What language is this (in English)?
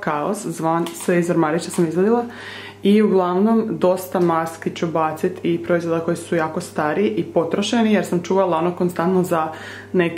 Croatian